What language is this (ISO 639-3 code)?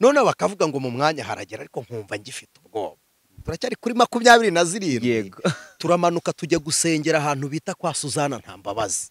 kin